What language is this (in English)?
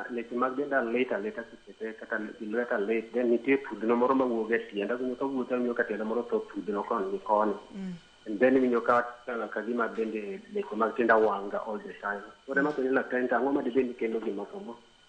Luo (Kenya and Tanzania)